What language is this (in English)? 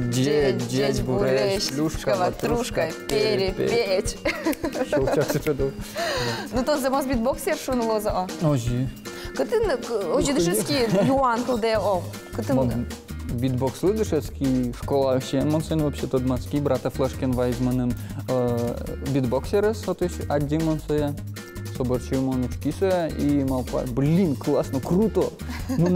Udmurt